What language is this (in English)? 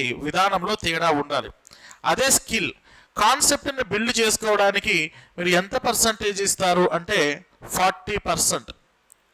Telugu